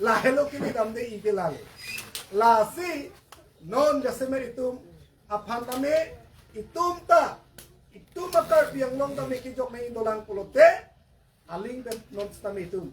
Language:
Karbi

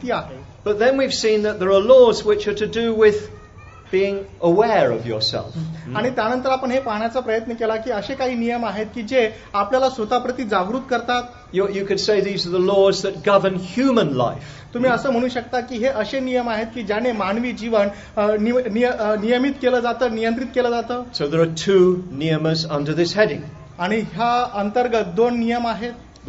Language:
Marathi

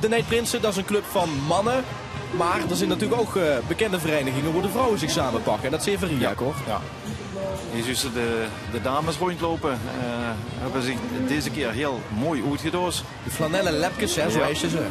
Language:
Limburgish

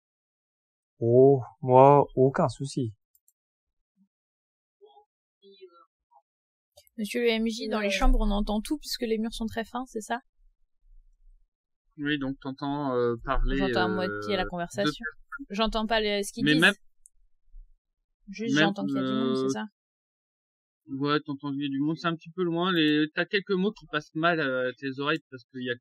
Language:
French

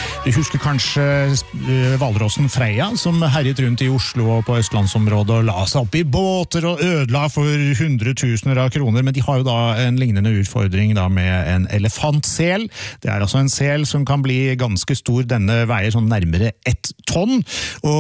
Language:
Norwegian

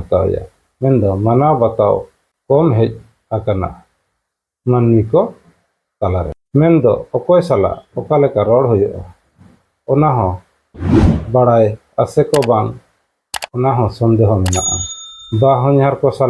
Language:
Santali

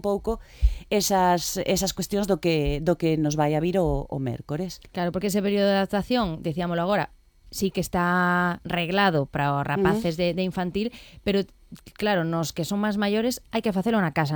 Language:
Galician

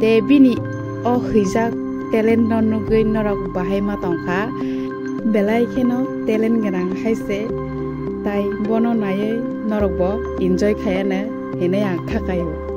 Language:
Kok Borok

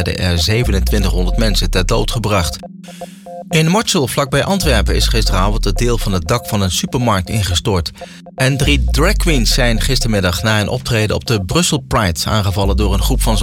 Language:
Dutch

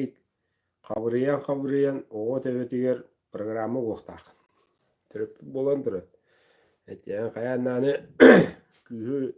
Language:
Yakut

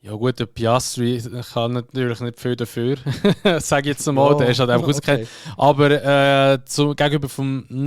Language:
Swiss German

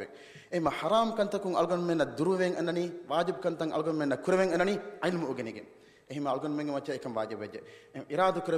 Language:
Divehi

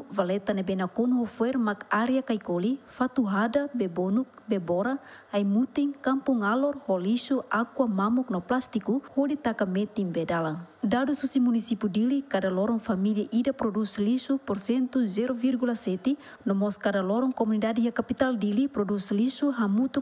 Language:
Tetum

